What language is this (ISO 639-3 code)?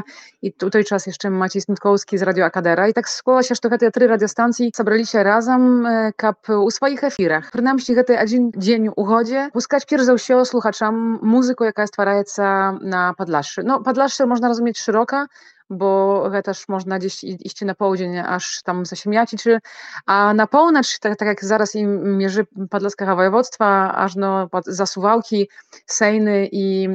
bel